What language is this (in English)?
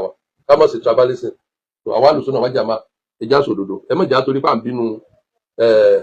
Yoruba